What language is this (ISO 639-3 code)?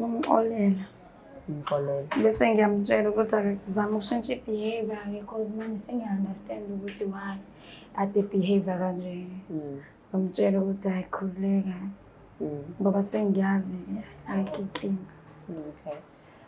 zul